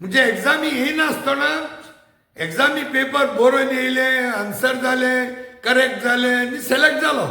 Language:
Konkani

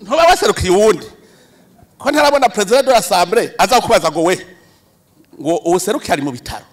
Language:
Rundi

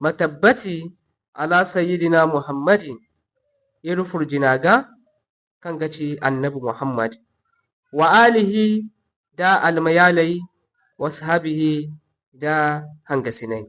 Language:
Zarma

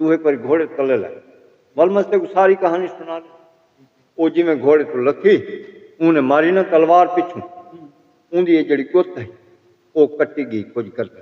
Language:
Saraiki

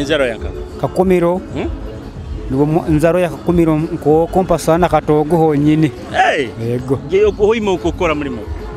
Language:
Nyoro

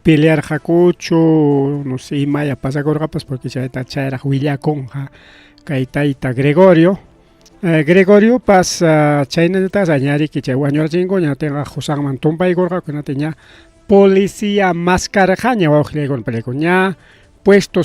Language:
Ayacucho Quechua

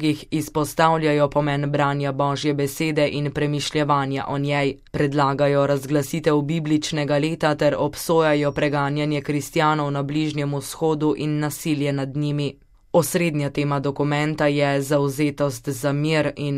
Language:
Slovenian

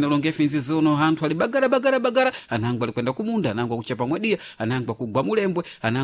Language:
Sena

